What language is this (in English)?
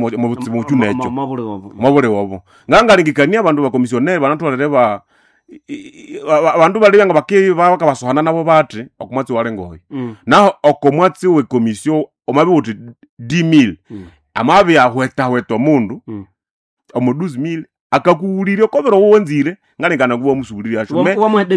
Nande